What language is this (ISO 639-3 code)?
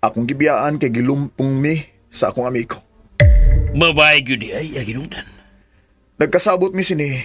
ceb